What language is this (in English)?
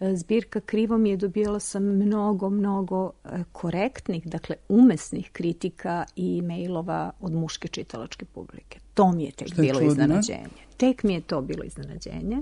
Serbian